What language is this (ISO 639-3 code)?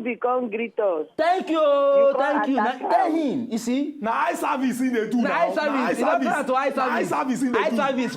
pcm